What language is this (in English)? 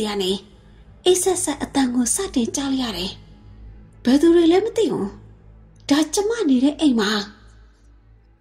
Burmese